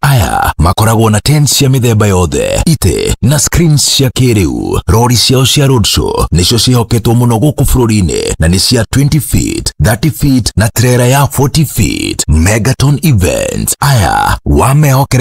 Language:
Kikuyu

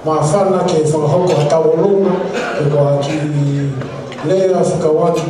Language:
Tongan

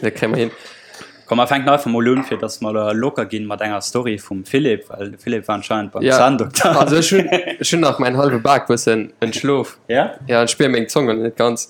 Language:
Luxembourgish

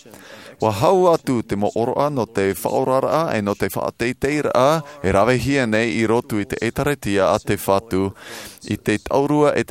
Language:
Tahitian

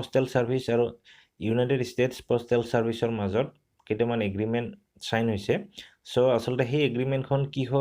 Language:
Assamese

